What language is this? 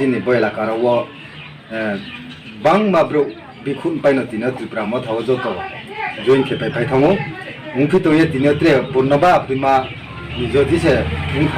Riang (India)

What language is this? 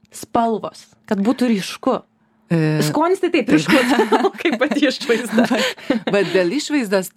Lithuanian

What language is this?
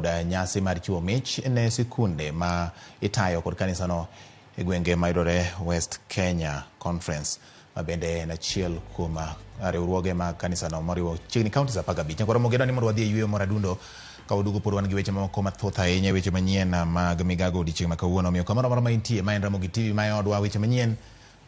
Luo (Kenya and Tanzania)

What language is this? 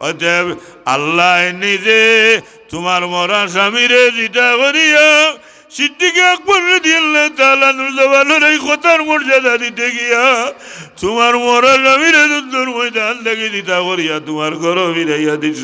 Sylheti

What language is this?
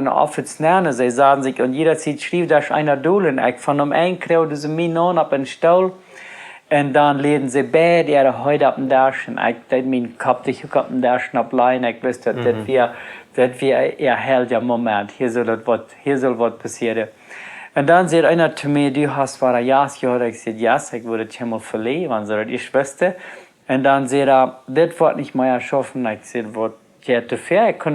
Plautdietsch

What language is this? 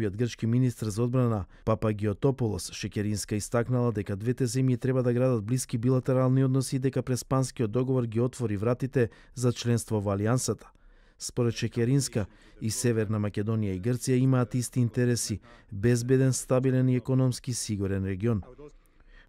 Macedonian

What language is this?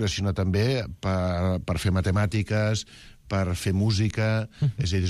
Catalan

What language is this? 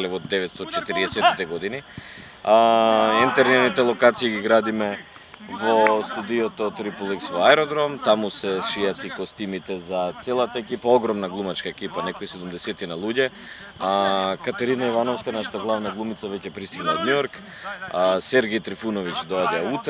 Macedonian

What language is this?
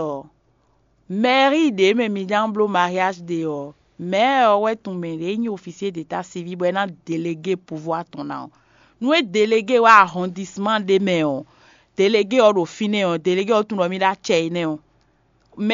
Fon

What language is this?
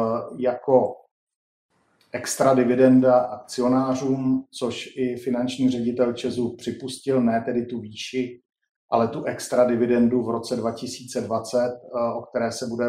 Czech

